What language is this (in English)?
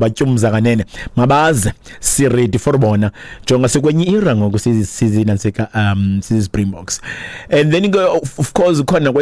Xhosa